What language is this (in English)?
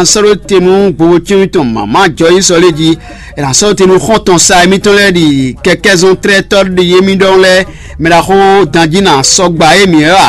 Fon